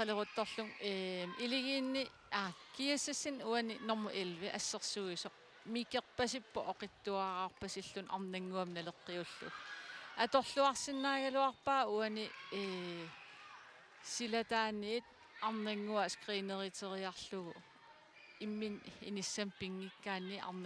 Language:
Kalaallisut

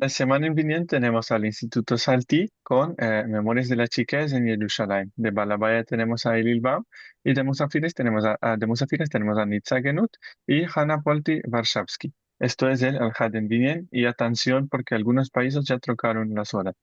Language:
Ladino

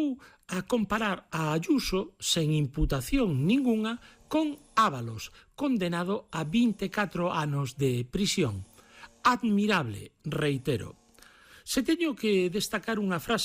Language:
Galician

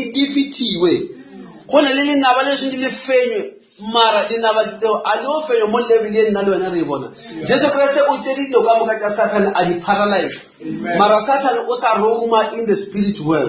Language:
Northern Sotho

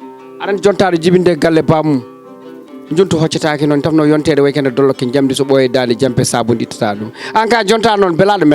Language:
Fula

